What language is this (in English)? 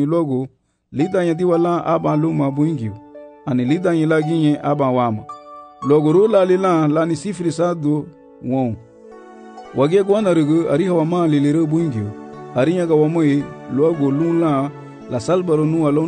Garifuna